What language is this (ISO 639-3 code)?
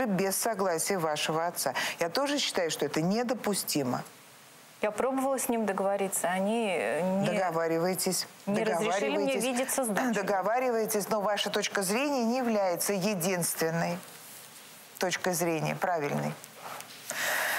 rus